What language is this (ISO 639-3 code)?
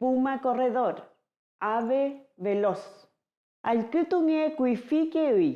arn